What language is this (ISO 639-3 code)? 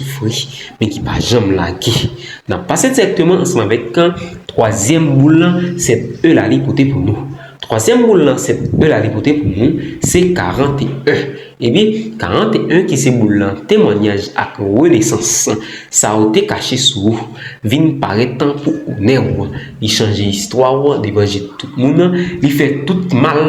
hat